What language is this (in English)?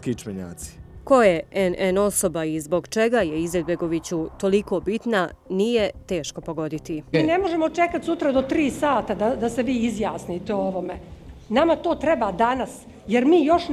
Bosnian